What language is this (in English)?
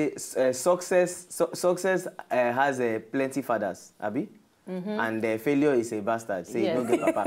Nigerian Pidgin